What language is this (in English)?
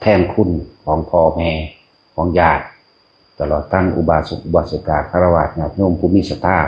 Northeastern Thai